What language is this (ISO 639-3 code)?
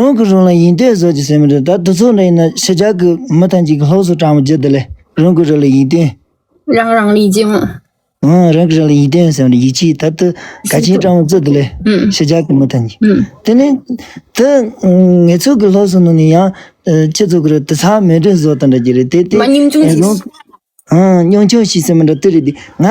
bod